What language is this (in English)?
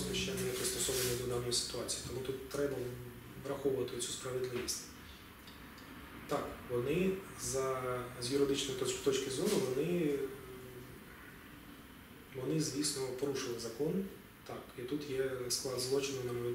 Ukrainian